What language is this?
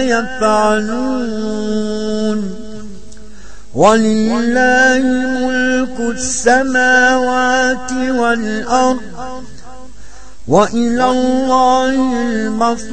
Arabic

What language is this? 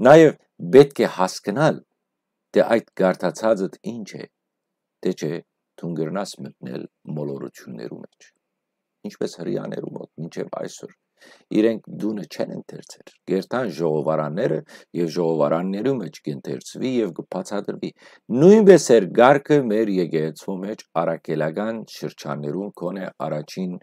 Western Armenian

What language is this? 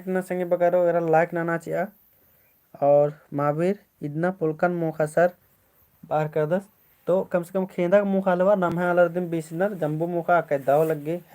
Kurukh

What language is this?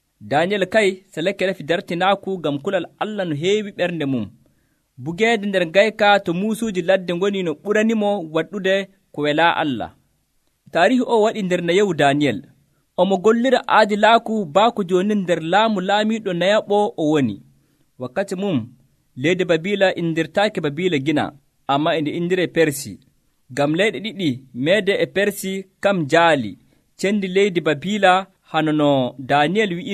Nigerian Fulfulde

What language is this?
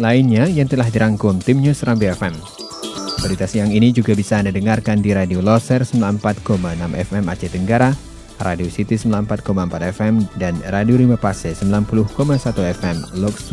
Indonesian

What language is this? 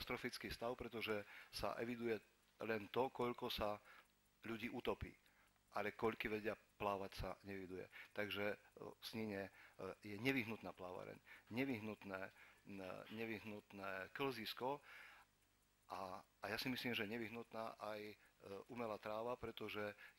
Slovak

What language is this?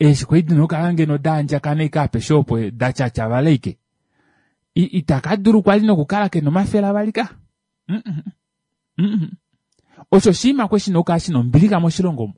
Kuanyama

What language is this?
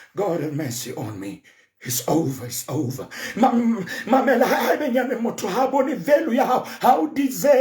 Southern Sotho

